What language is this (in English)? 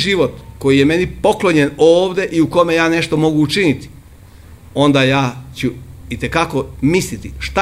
Serbian